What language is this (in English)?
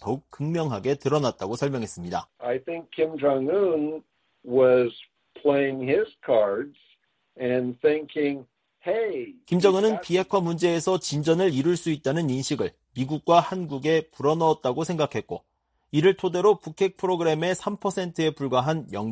Korean